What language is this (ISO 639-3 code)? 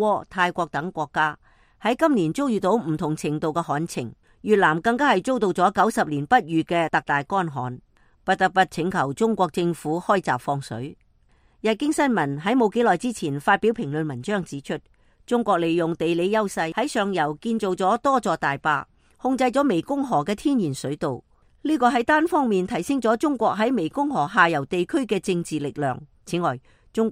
yue